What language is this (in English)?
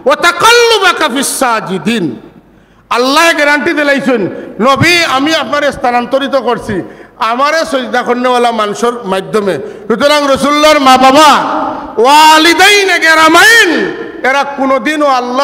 Sylheti